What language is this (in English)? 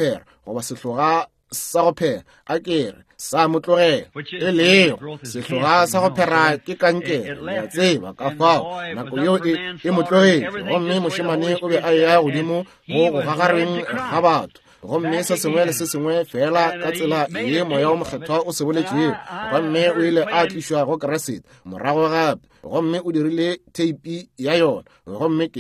Northern Sotho